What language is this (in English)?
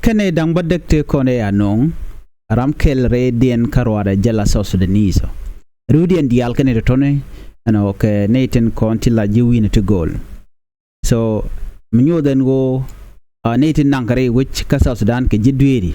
Nuer